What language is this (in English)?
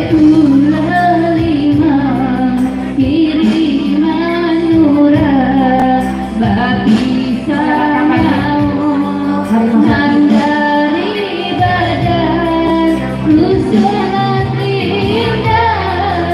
Minangkabau